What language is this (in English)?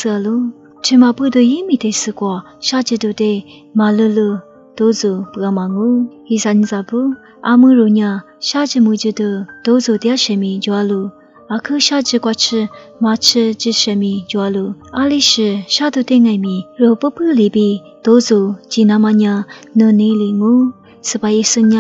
Lisu